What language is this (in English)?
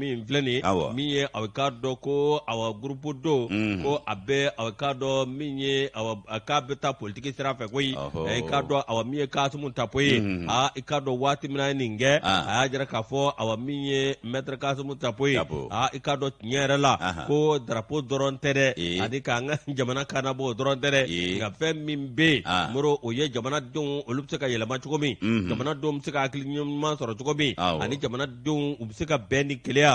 Bambara